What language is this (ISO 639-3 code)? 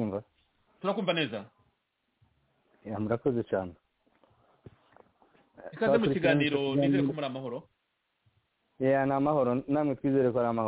kin